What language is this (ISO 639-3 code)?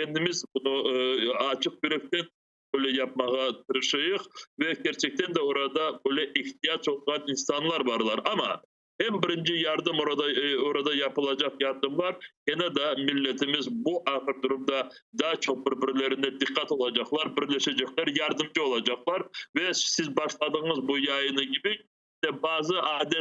crh